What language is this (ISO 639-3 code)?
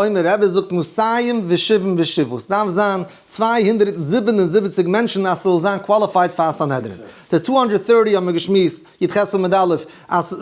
yid